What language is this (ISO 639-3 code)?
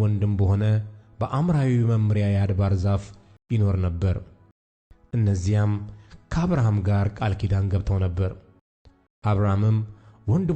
amh